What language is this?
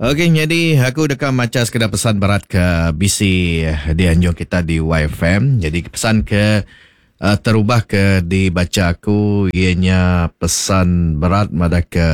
Iban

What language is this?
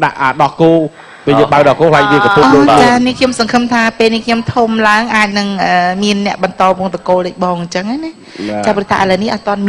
Khmer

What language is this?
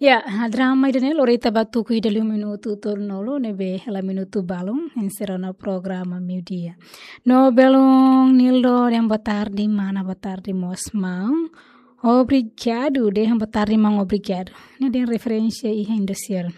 Tetum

